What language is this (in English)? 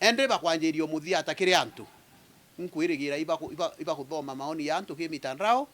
Meru